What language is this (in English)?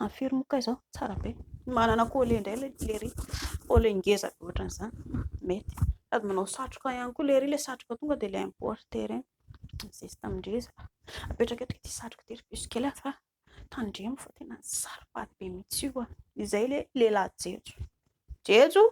Malagasy